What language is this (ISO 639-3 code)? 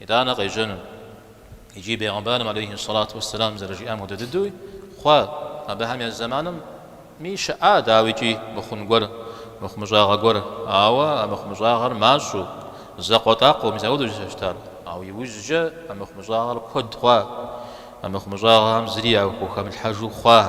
kbd